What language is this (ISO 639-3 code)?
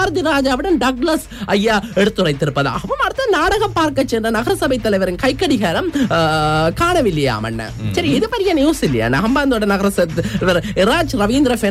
tam